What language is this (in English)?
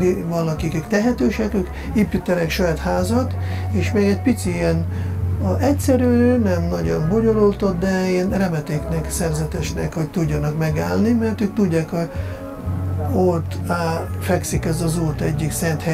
Hungarian